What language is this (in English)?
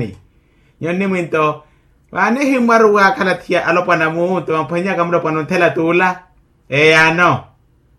Makhuwa